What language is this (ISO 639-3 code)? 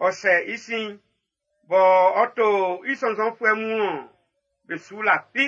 bci